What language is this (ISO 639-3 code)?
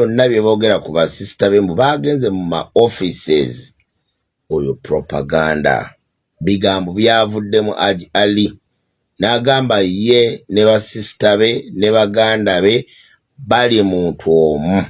lug